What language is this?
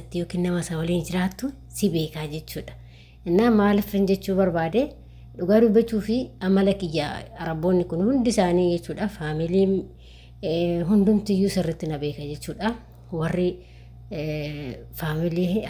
Oromo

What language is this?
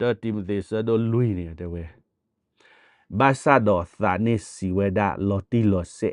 S'gaw Karen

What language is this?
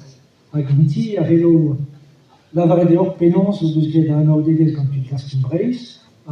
Breton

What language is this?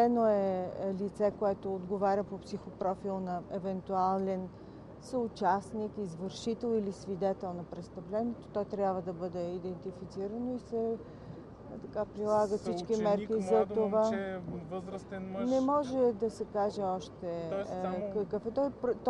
Bulgarian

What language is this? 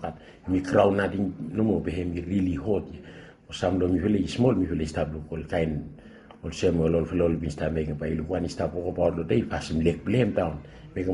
Bislama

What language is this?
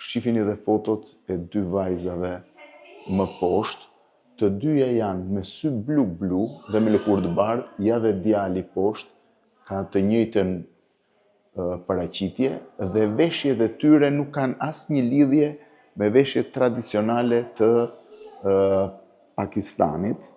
Albanian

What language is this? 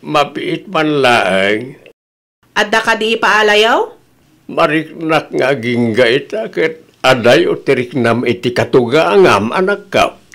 Iloko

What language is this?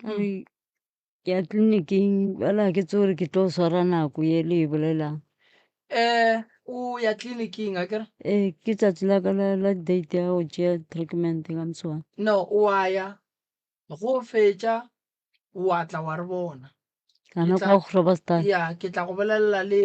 Northern Sotho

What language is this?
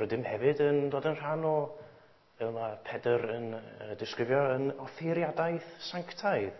Welsh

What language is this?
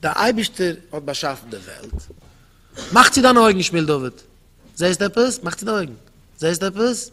Yiddish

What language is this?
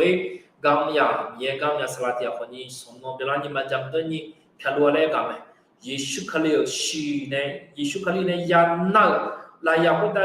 Akha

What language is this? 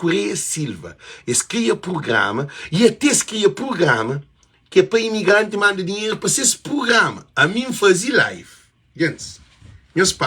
Kabuverdianu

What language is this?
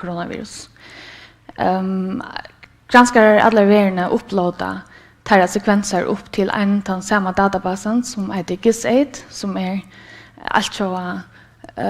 Faroese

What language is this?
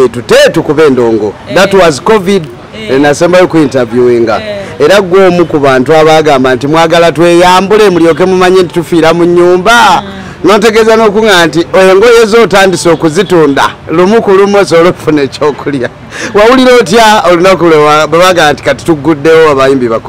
Ganda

